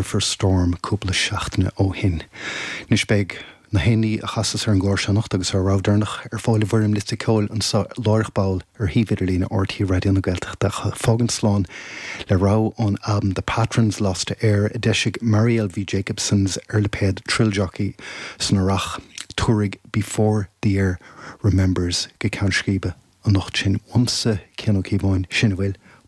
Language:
Irish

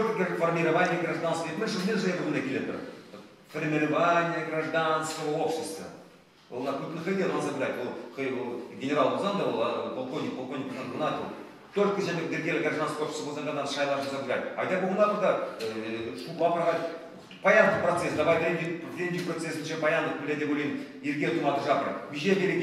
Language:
Chuvash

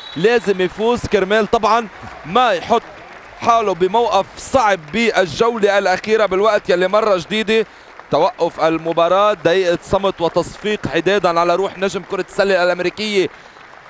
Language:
North Levantine Arabic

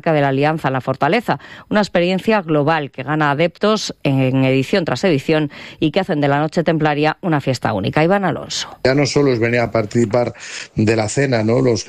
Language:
Spanish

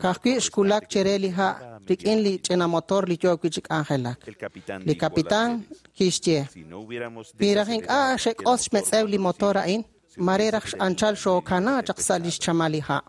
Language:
Kekchí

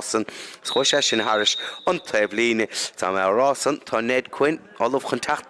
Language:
Irish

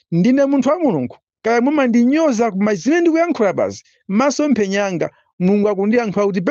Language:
Nyanja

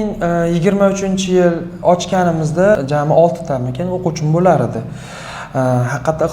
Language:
Uzbek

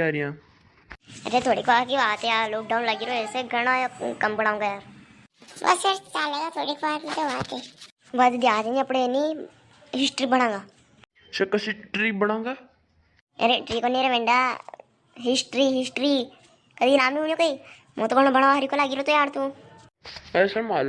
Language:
Rajasthani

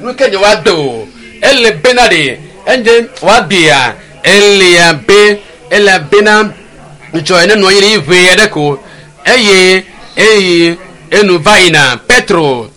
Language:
Ewe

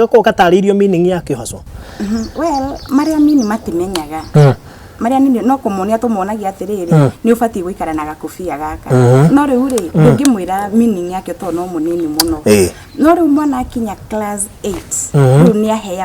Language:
Kikuyu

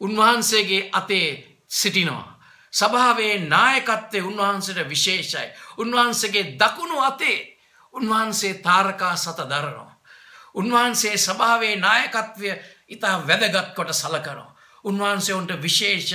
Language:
Sinhala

